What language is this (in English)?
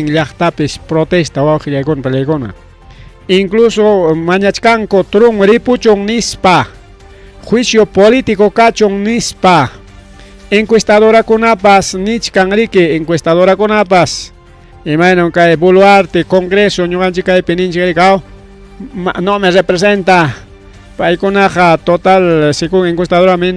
Ayacucho Quechua